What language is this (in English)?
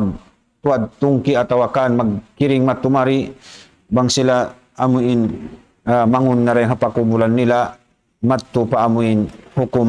Tausug